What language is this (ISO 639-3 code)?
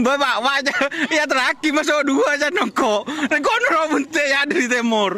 mad